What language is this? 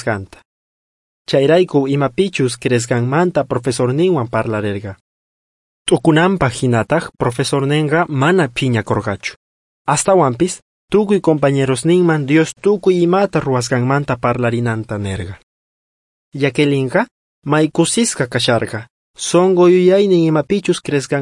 South Bolivian Quechua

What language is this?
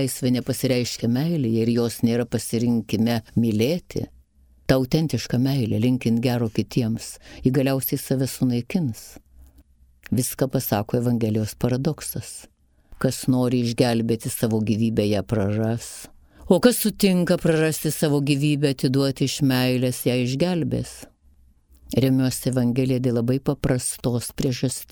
Lithuanian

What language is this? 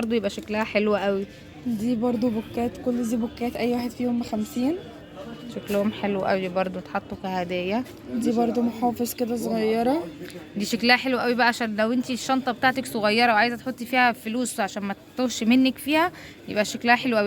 Egyptian Arabic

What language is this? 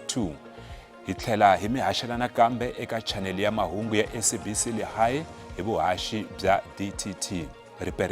Tsonga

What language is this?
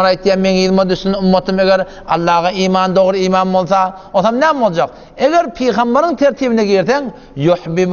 Turkmen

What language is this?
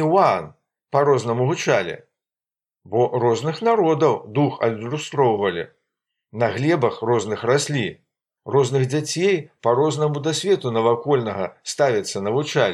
Belarusian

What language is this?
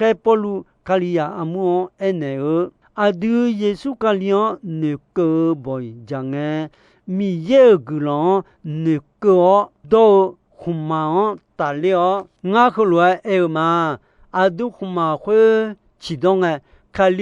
Akha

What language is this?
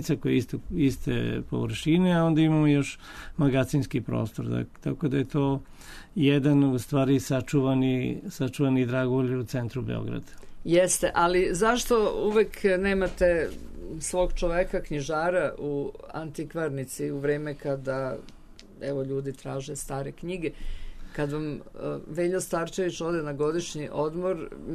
Serbian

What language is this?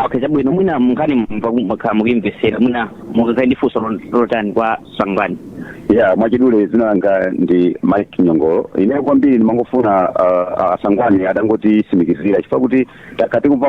Nyanja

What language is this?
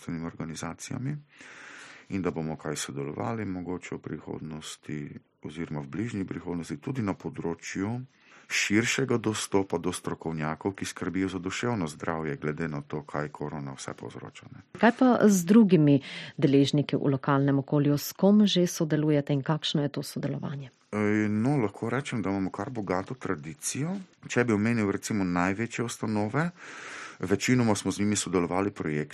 Slovenian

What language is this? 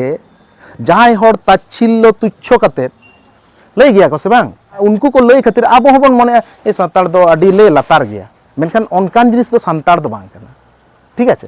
Santali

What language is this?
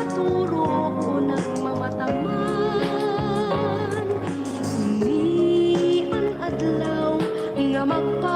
Waray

